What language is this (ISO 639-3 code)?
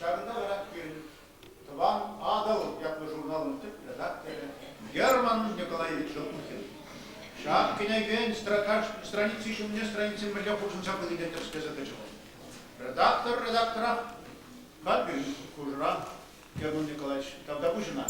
chv